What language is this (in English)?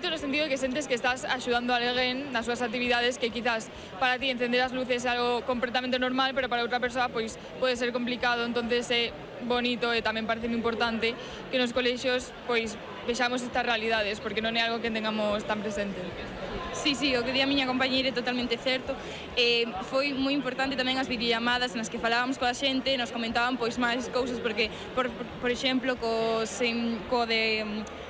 Galician